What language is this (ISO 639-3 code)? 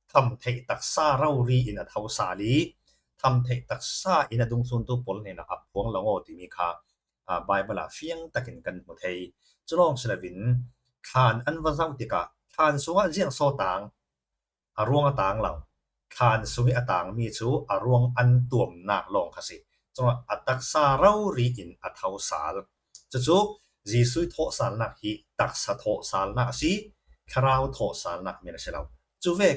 cfm